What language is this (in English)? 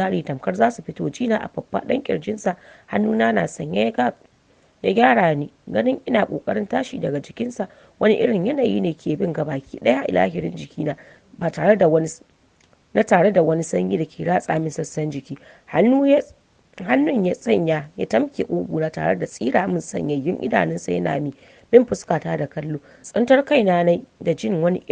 Hausa